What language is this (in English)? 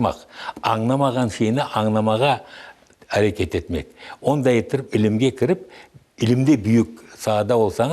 Crimean Tatar